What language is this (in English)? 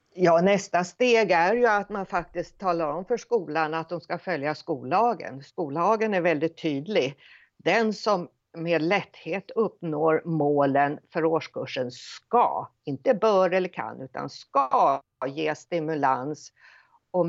Swedish